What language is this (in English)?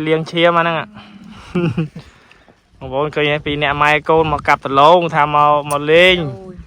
Khmer